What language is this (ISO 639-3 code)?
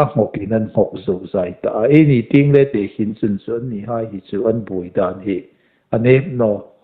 hmr